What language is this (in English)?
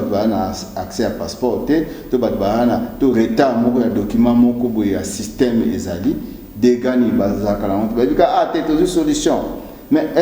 Lingala